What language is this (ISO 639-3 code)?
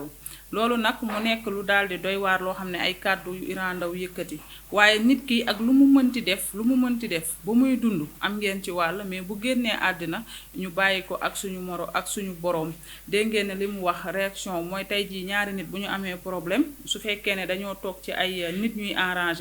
wol